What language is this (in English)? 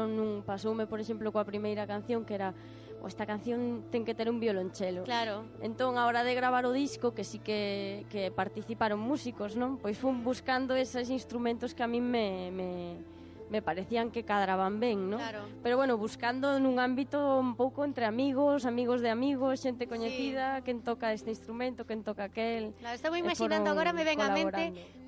Galician